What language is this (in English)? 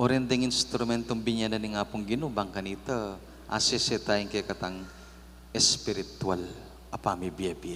Pampanga